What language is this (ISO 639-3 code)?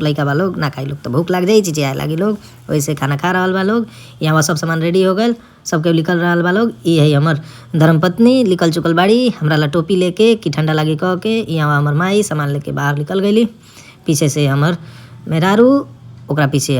bho